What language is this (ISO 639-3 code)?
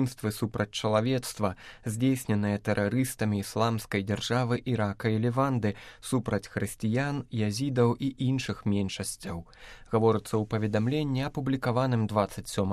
bel